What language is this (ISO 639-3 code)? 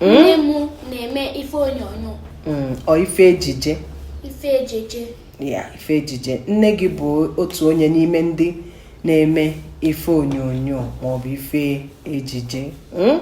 ibo